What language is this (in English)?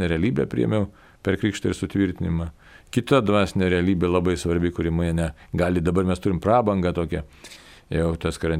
Lithuanian